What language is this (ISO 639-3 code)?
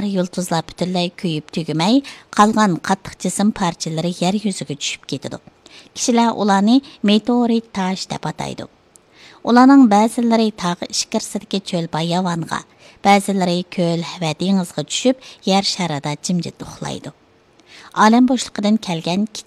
uig